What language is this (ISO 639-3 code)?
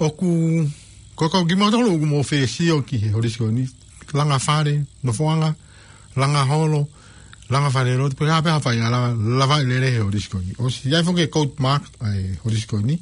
ton